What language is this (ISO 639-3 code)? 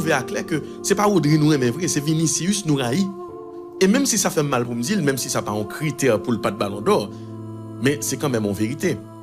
hat